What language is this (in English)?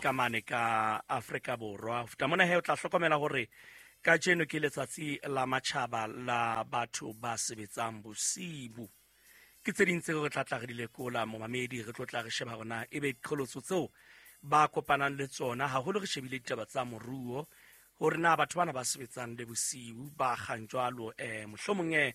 Southern Sotho